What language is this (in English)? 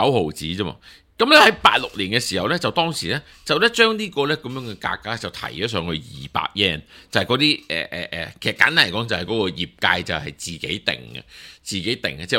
Cantonese